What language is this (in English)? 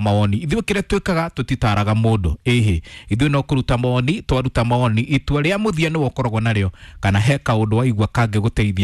Kikuyu